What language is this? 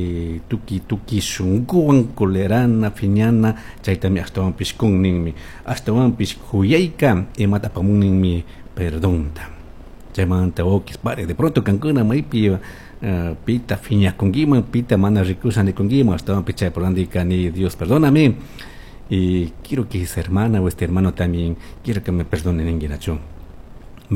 Chimborazo Highland Quichua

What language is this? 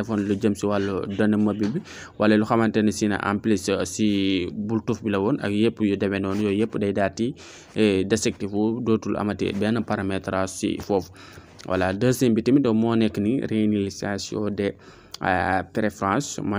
Wolof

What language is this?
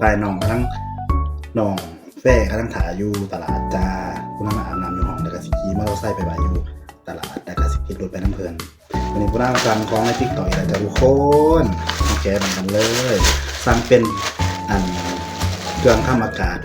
Northeastern Thai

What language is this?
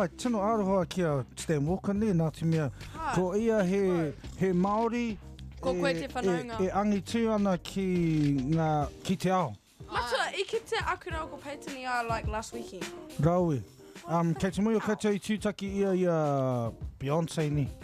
Māori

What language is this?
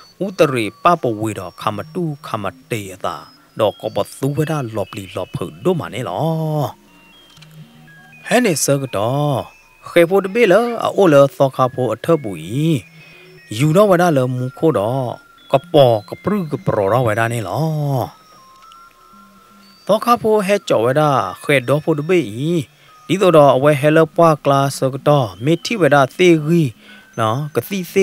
S'gaw Karen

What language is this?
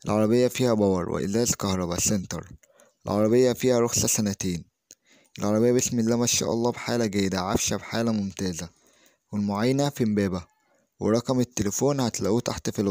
Egyptian Arabic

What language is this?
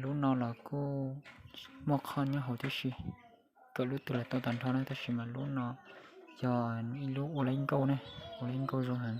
Hmong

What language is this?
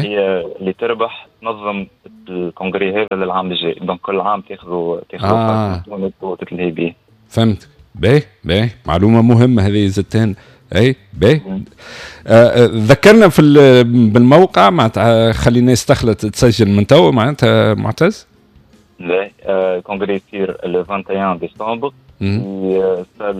Tunisian Arabic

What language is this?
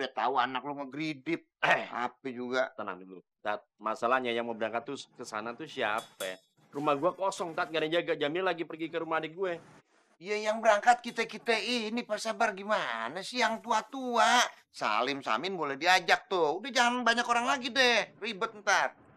Betawi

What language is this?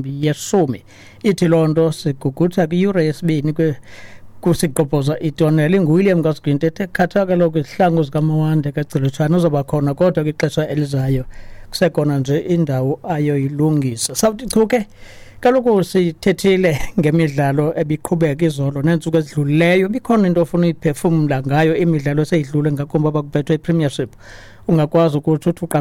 Xhosa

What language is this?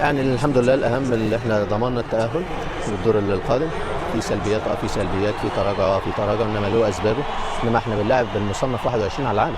Egyptian Arabic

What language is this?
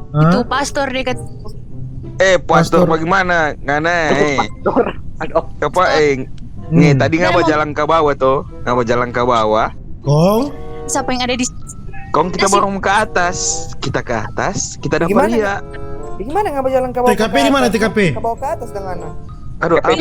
Manado Malay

